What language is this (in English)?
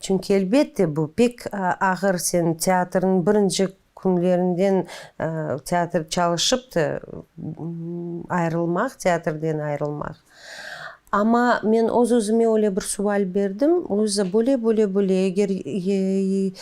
Crimean Tatar